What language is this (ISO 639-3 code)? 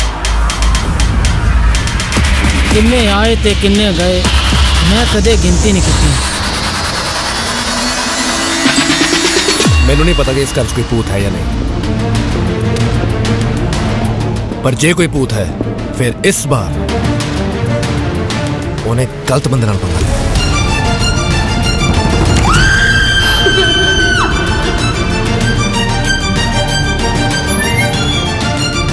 pan